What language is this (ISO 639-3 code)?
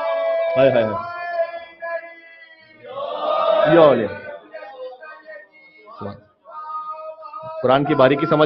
urd